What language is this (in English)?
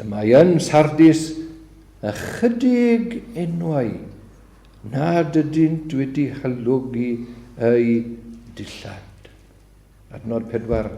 Welsh